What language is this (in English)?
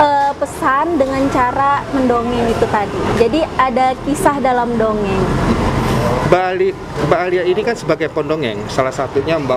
Indonesian